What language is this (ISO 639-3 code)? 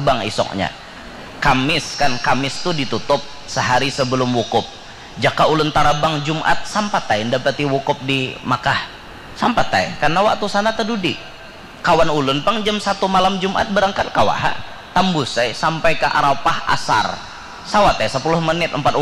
bjn